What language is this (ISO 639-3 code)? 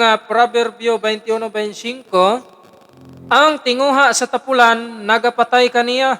ceb